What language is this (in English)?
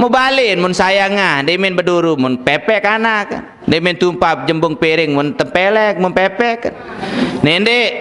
Sasak